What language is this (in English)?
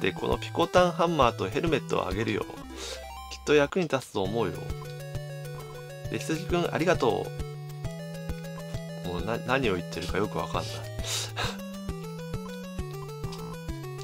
Japanese